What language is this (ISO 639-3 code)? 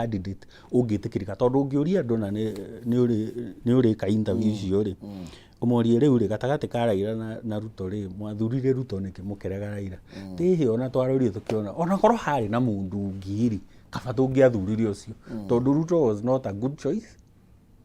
kik